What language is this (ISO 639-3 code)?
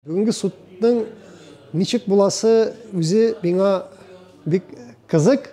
tat